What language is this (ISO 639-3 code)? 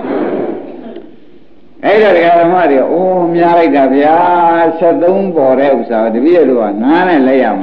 mya